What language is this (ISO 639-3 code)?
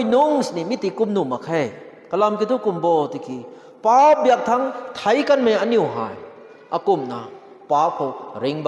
nbu